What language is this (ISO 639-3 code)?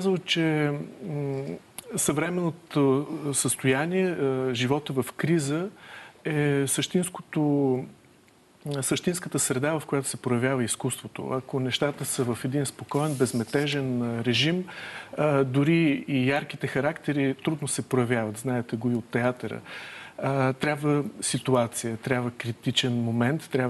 bul